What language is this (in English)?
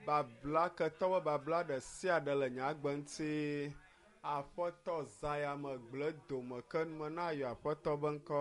Ewe